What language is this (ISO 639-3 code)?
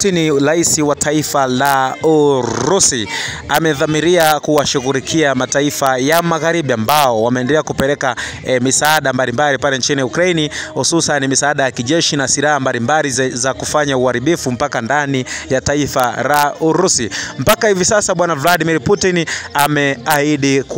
swa